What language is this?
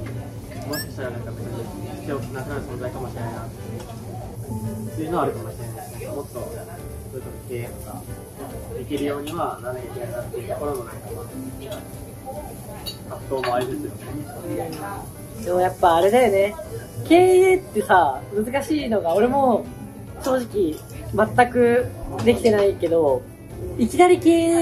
Japanese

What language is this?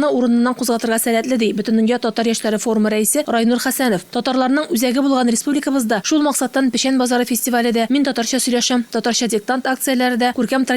Tatar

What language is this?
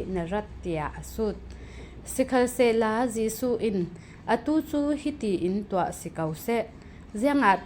Falam Chin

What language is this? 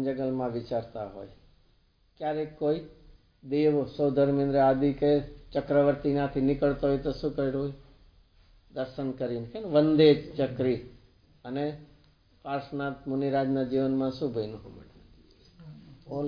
Gujarati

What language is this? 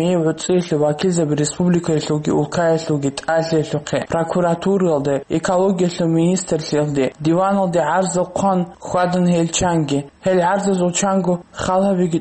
Avaric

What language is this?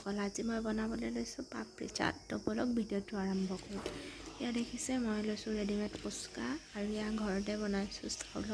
Assamese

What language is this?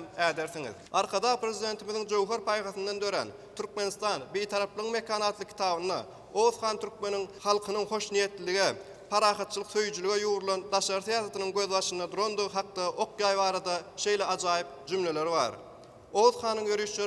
Turkmen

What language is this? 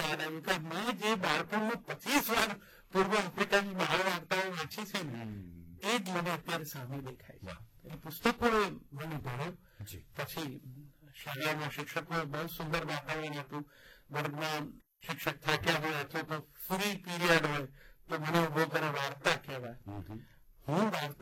Gujarati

